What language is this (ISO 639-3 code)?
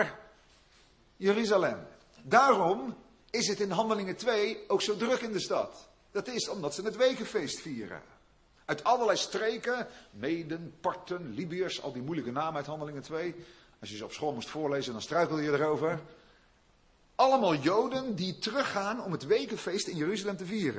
nld